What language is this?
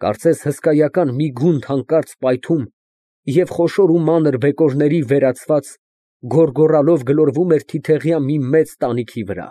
Armenian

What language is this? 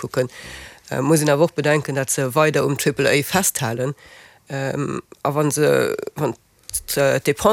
Luxembourgish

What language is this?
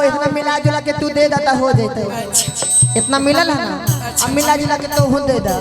Magahi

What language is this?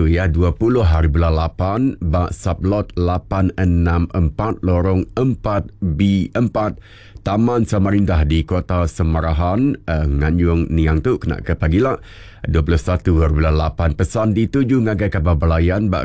Iban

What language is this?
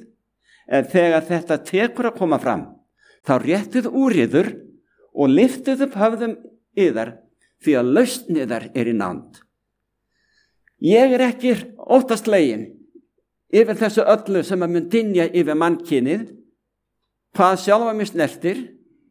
Icelandic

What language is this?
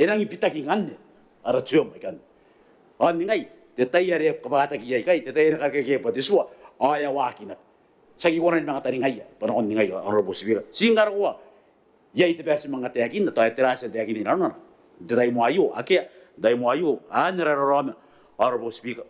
Gilbertese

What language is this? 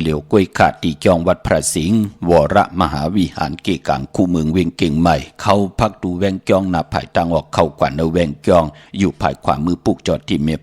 Shan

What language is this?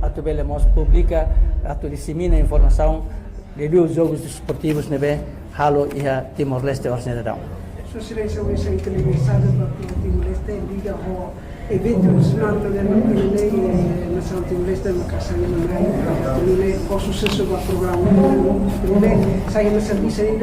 Tetum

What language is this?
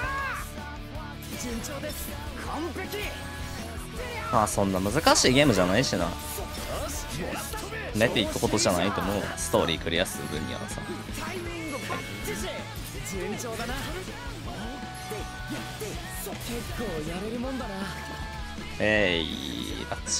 Japanese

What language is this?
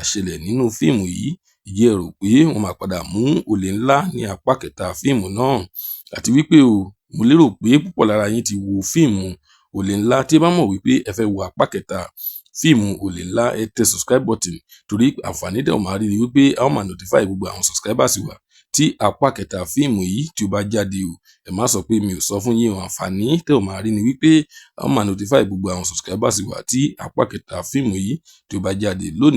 Yoruba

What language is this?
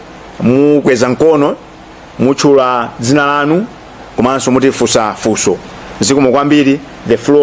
Nyanja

